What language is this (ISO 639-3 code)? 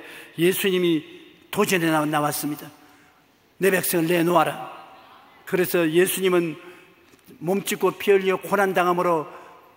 kor